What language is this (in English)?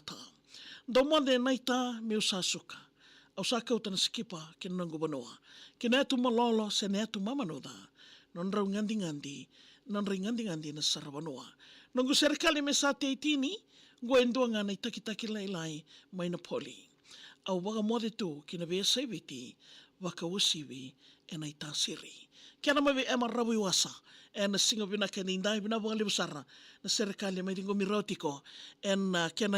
Fijian